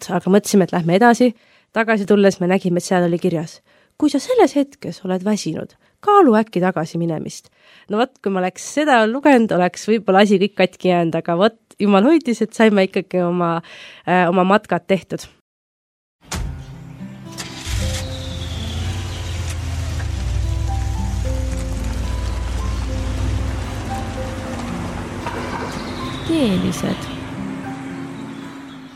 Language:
Estonian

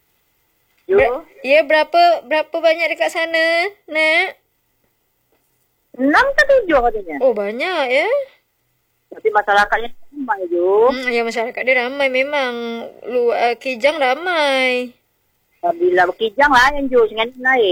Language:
Malay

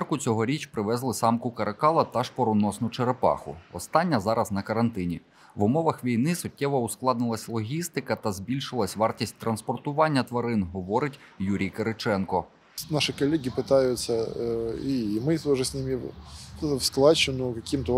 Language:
Ukrainian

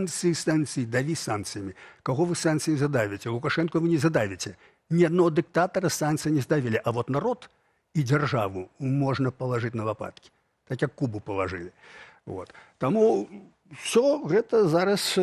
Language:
Belarusian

